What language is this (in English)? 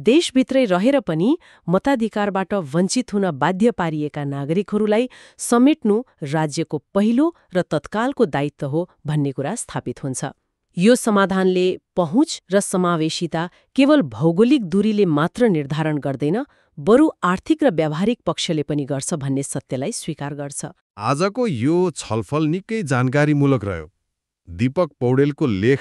Nepali